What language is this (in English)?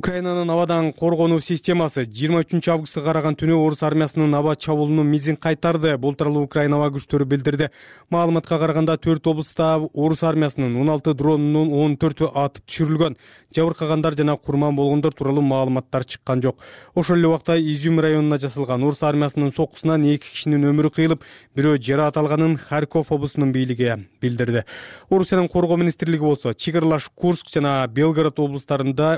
Kyrgyz